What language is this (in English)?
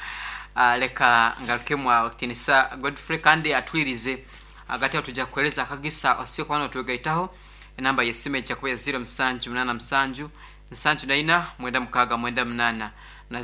Nyankole